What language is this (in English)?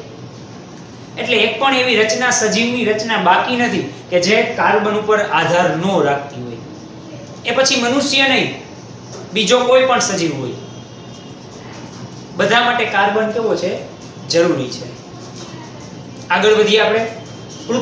Gujarati